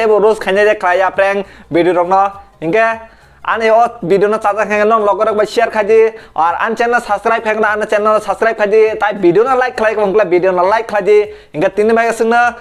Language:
Kok Borok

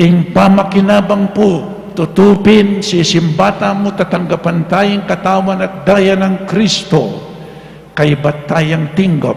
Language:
Pampanga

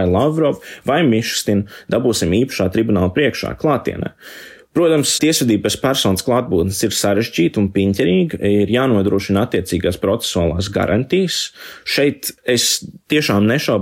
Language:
Latvian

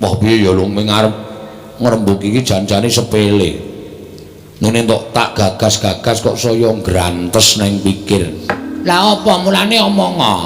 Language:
Javanese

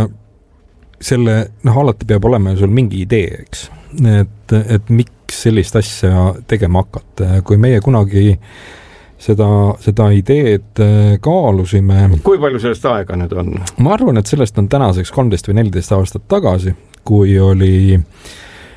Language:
Estonian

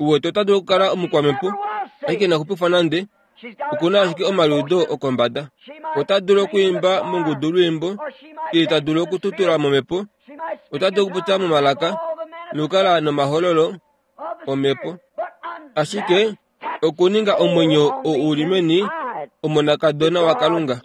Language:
Kuanyama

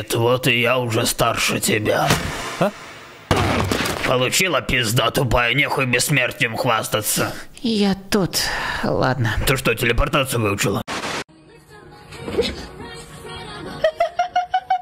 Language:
Russian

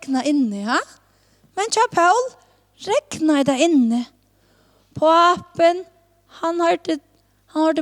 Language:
Faroese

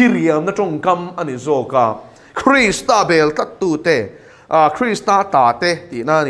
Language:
Mizo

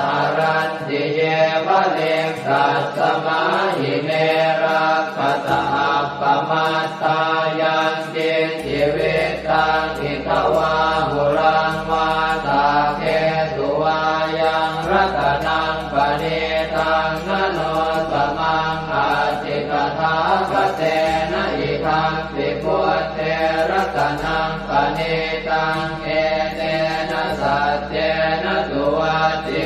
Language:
Pali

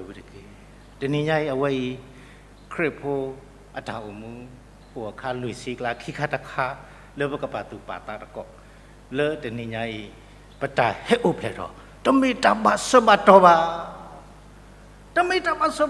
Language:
S'gaw Karen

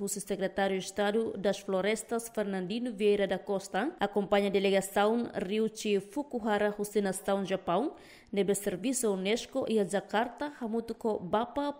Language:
Tetum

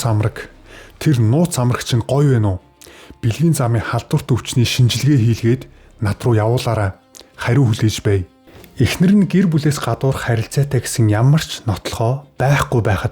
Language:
Mongolian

